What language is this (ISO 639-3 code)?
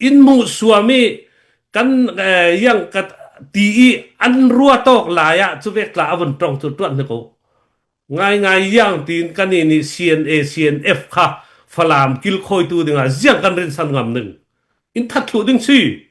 cfm